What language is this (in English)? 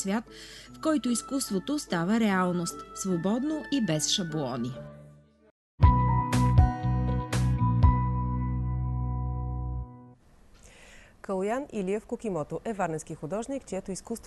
Bulgarian